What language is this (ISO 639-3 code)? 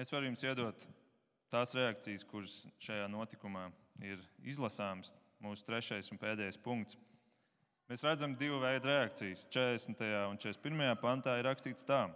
lav